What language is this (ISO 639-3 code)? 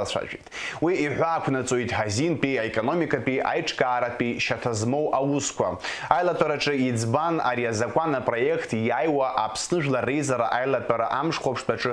abk